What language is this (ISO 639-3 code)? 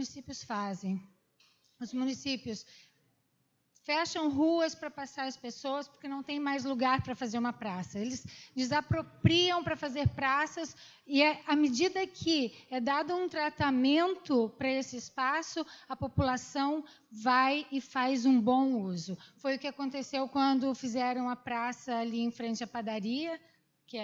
por